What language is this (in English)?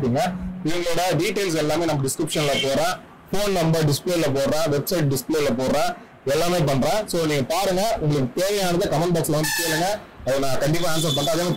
Tamil